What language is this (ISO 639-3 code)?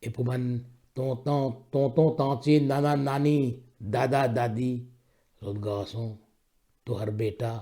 mfe